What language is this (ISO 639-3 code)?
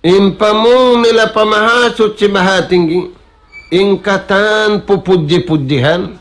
tsg